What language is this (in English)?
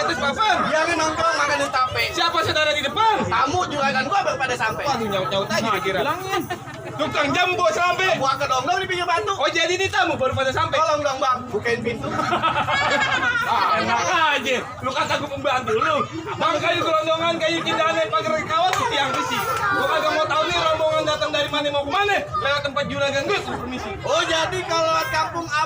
Betawi